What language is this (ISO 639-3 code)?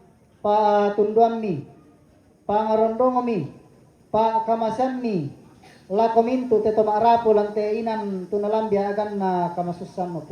sda